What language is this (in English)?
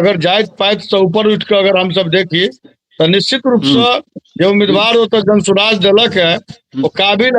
Maithili